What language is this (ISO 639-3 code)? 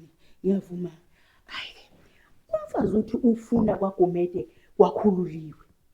zul